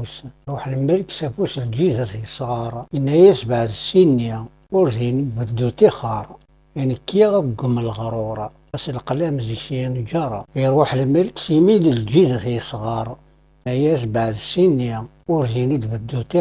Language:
Kabyle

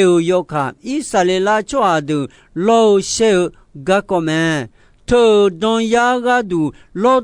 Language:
Akha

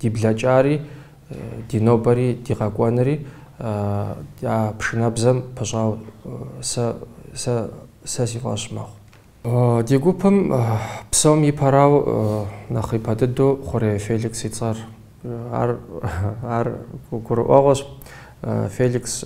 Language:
Kabardian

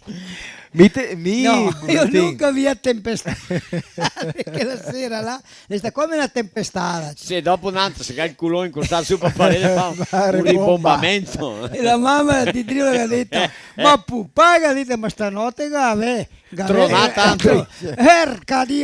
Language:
Venetian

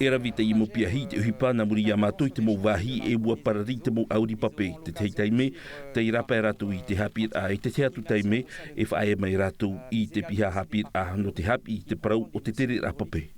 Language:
Tahitian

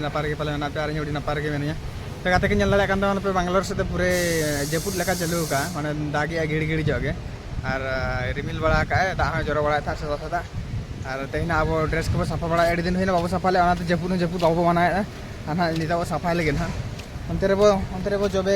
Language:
Santali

